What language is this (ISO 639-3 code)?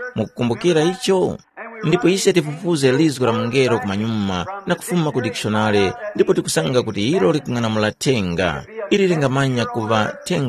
tum